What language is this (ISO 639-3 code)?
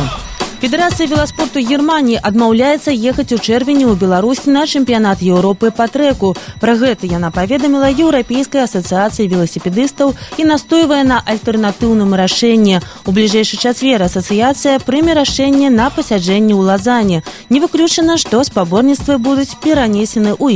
bel